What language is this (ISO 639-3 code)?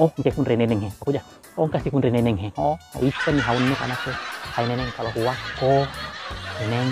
bug